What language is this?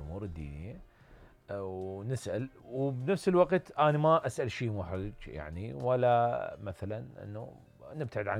Mesopotamian Arabic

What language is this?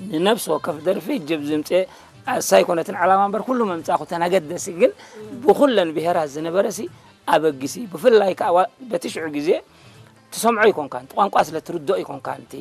Tigrinya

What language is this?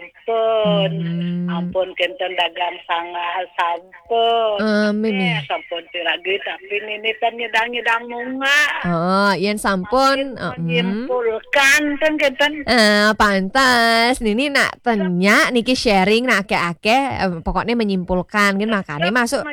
Balinese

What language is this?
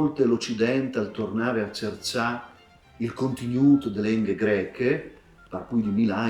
Friulian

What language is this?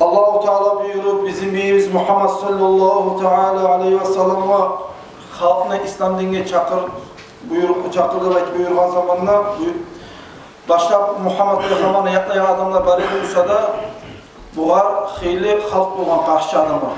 Kumyk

